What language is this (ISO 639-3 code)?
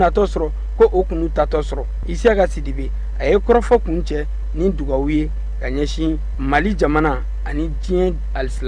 bam